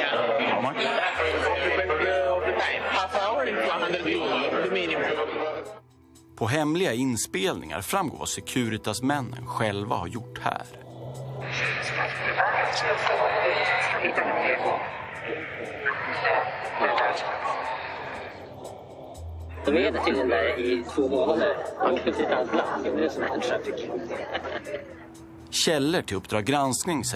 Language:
Swedish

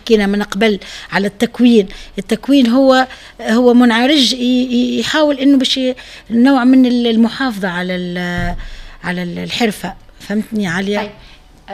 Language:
Tunisian Arabic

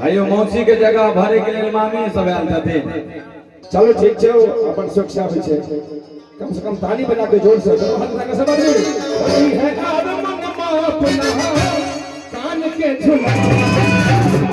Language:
Maithili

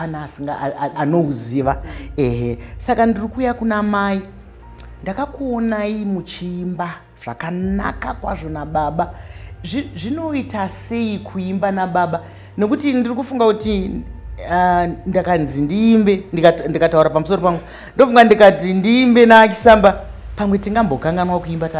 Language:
Shona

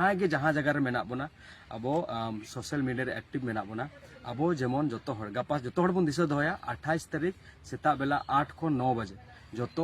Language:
Santali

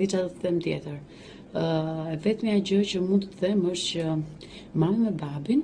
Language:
Albanian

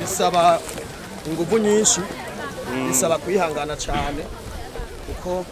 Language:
Rundi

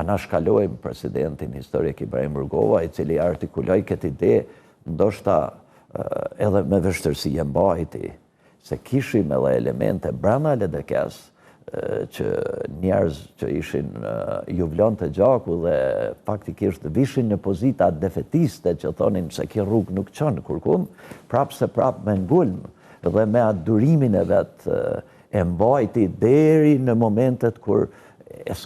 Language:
Albanian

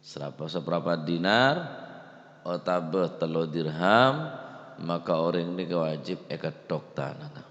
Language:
Madurese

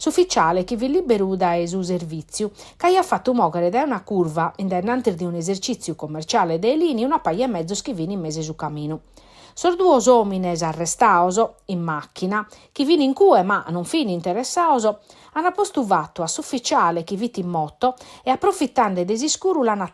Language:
Sardinian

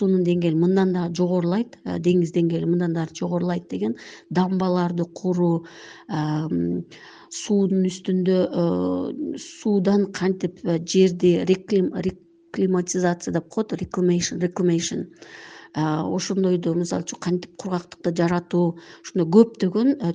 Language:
Kyrgyz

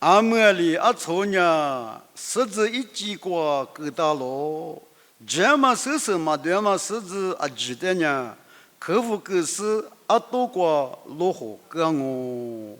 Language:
Lisu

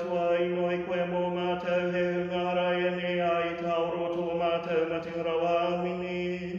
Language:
Māori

